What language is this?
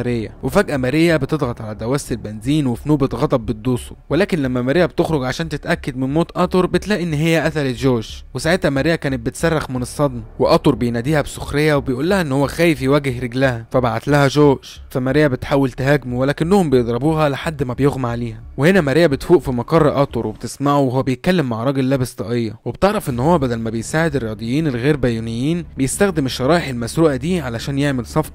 Egyptian Arabic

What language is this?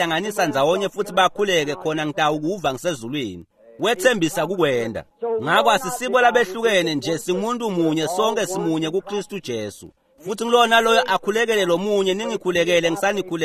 Swati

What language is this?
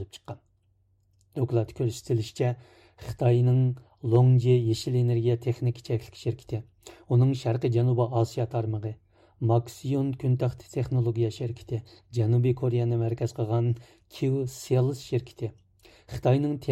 Uyghur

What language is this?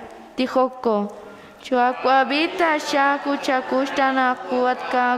Kekchí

